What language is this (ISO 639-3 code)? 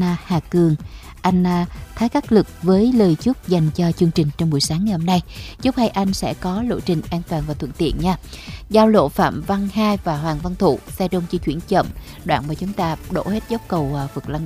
vie